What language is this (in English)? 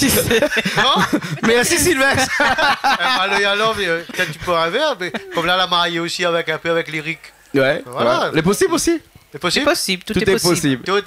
Réunion Creole French